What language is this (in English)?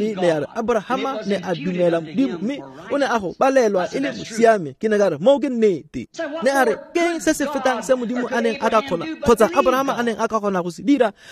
Tswana